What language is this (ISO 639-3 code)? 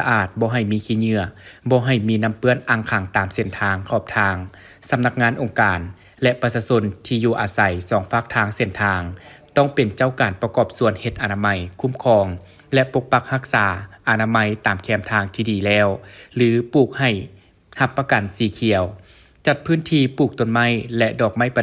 lao